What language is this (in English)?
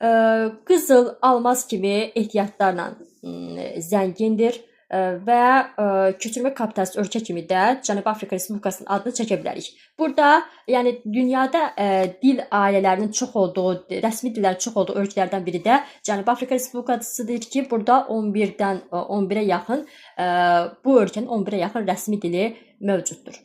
Azerbaijani